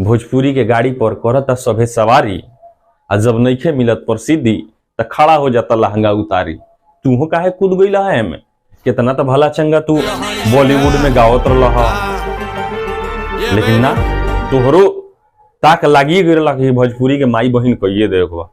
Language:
Bhojpuri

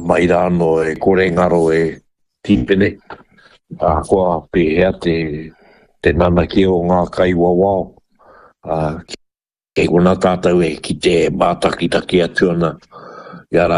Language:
Māori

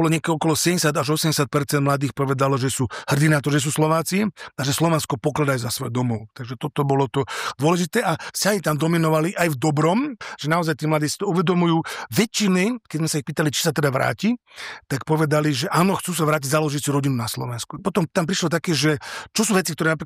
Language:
Slovak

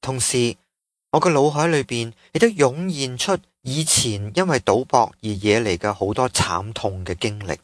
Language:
Cantonese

